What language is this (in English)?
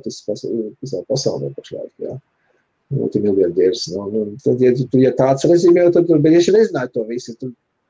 Latvian